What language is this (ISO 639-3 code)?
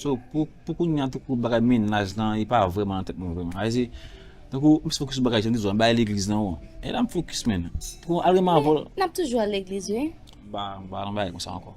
hat